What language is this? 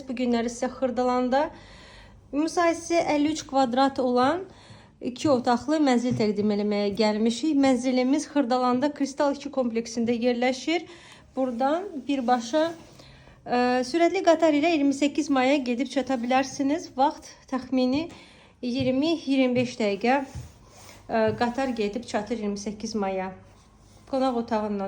Azerbaijani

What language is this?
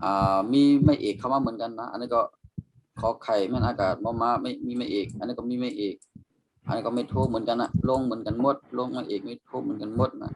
Shan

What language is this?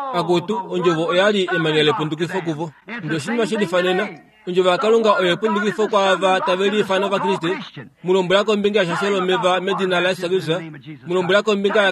Kuanyama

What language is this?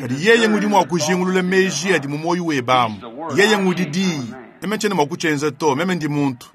Luba-Lulua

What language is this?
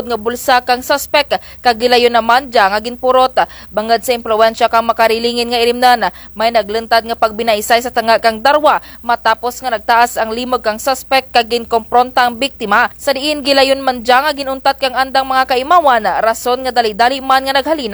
Kinaray-a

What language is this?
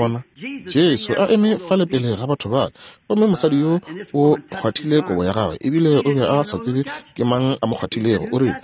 Northern Sotho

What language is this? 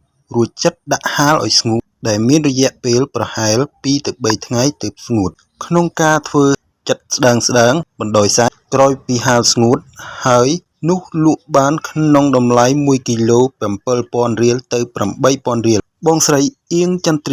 Khmer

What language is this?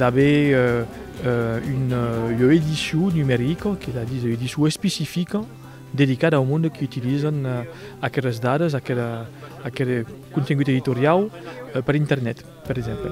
Occitan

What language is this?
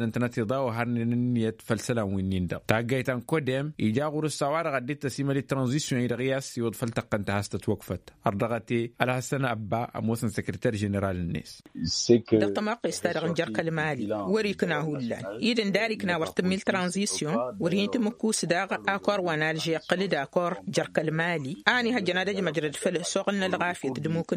Tamasheq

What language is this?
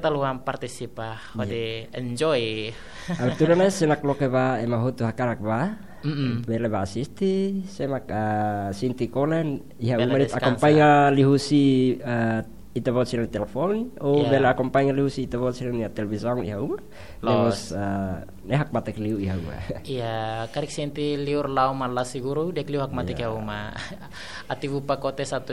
Tetum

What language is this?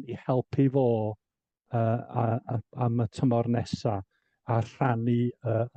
Welsh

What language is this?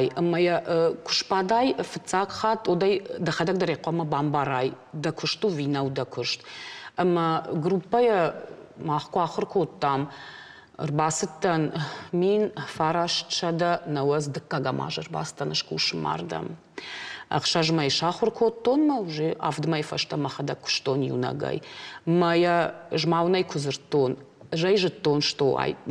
Ossetic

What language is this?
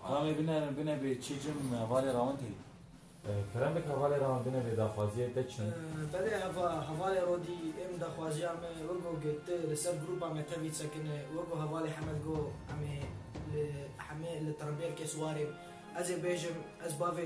Kurdish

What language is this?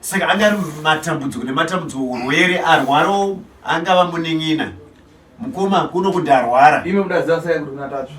Shona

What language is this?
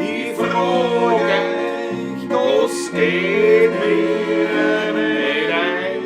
Bavarian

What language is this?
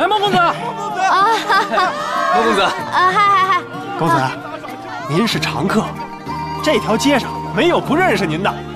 Chinese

